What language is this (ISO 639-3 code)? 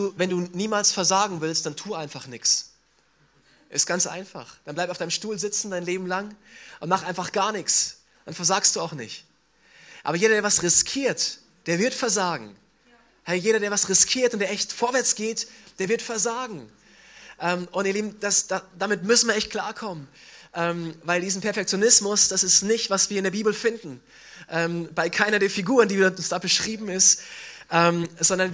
deu